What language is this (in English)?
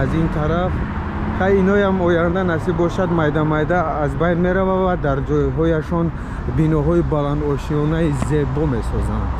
Tajik